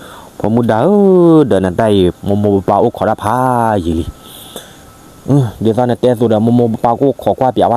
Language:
S'gaw Karen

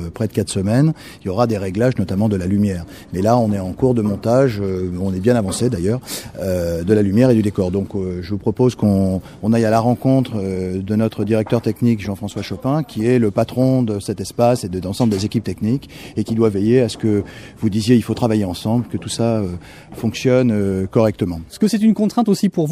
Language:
French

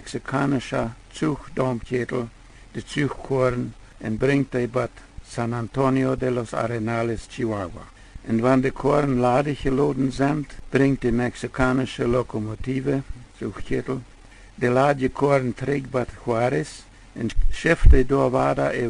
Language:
Plautdietsch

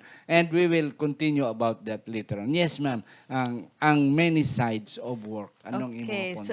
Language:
Hiligaynon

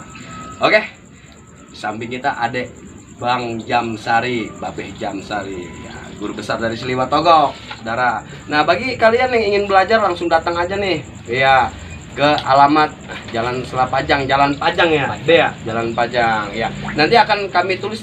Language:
Betawi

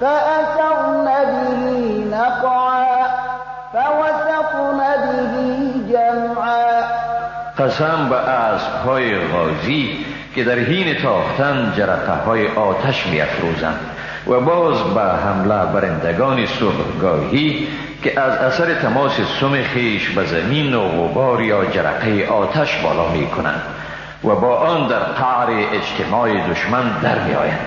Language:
Persian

